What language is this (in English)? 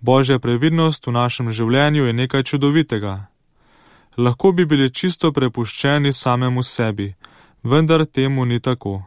Slovenian